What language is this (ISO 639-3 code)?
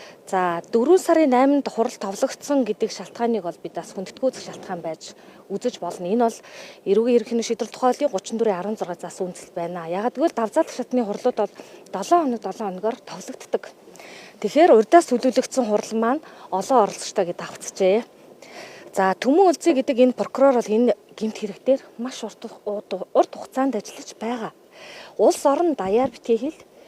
mon